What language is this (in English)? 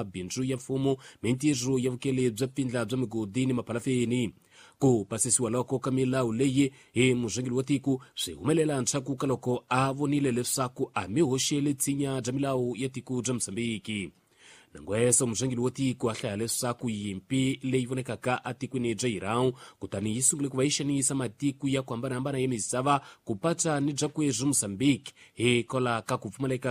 Tsonga